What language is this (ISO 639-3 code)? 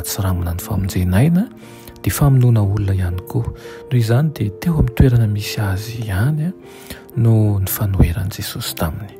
mlg